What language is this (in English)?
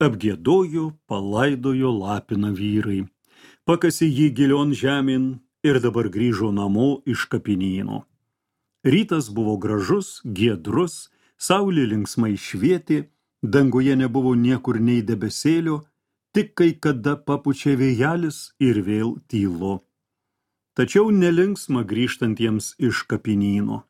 Lithuanian